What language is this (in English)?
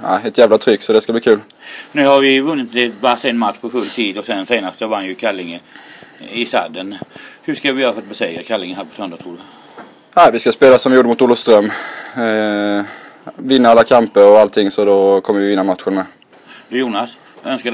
Swedish